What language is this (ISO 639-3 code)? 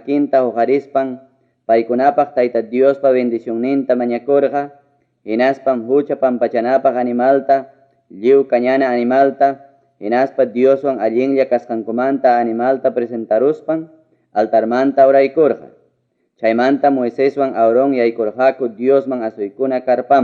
quy